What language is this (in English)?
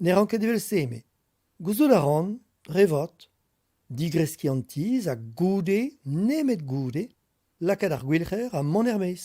Breton